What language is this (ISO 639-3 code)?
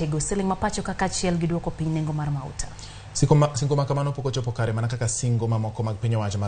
luo